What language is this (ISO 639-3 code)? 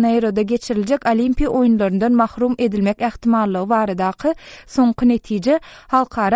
tuk